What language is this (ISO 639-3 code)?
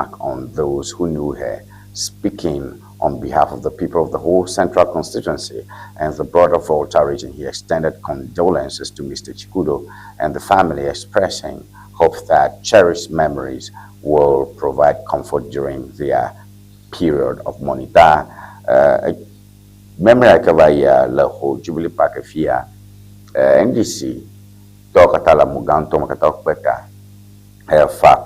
ewe